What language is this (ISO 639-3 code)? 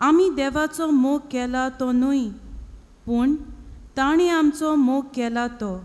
kok